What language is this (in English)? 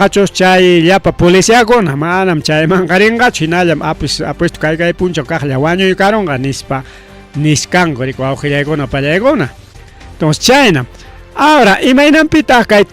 Ayacucho Quechua